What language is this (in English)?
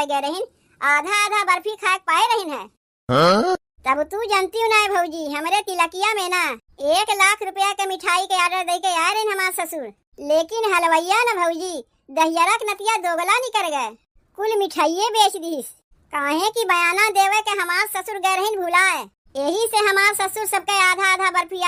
Awadhi